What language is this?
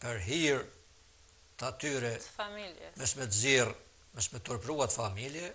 Albanian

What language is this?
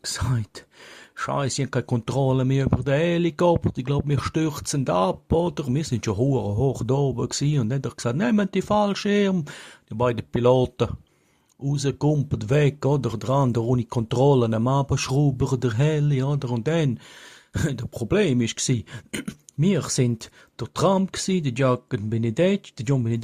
Swiss German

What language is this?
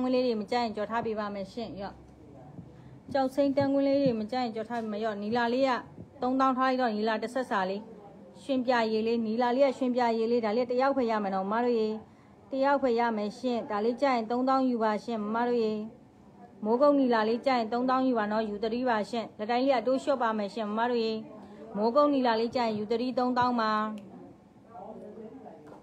Burmese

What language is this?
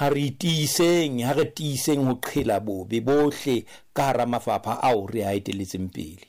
Southern Sotho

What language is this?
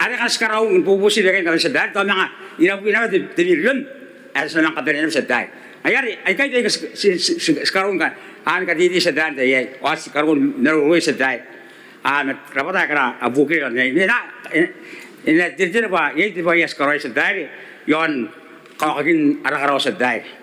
Gilbertese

